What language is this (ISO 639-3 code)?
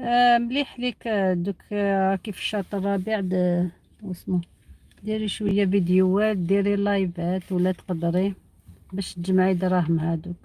arq